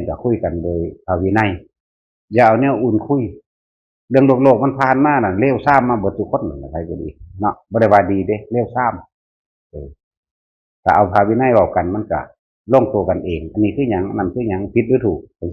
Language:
Northeastern Thai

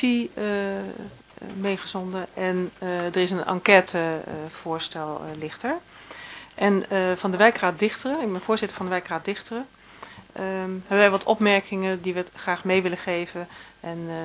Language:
Dutch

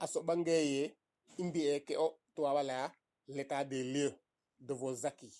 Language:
Serer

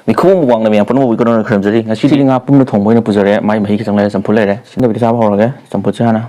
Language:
Manipuri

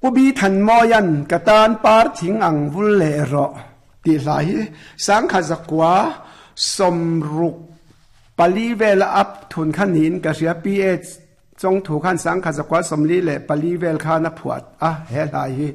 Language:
Mizo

